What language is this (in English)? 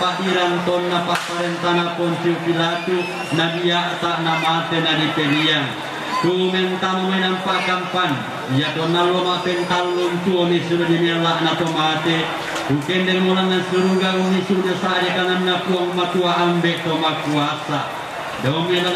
Toraja-Sa'dan